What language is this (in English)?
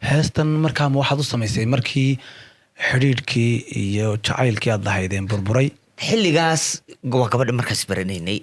Somali